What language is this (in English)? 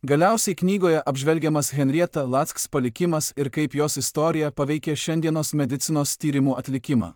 Lithuanian